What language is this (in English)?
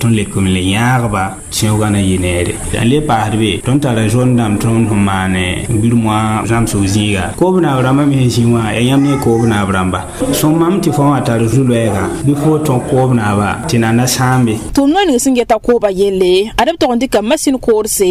Mossi